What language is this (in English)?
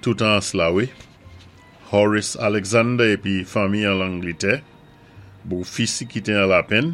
Saint Lucian Creole French